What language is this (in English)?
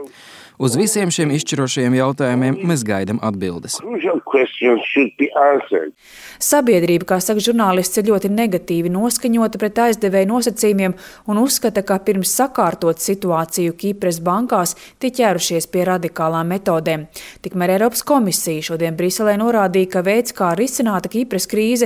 Latvian